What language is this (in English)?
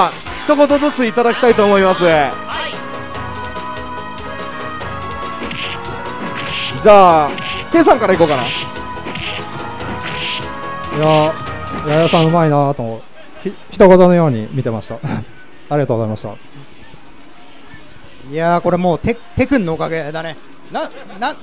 Japanese